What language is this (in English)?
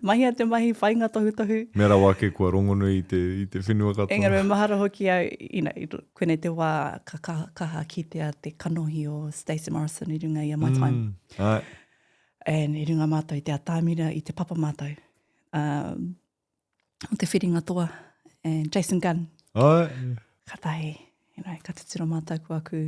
Māori